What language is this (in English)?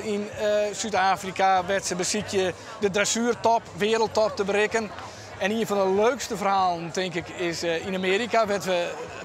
Western Frisian